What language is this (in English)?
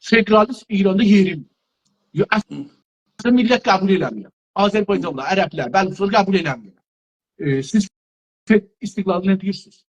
South Azerbaijani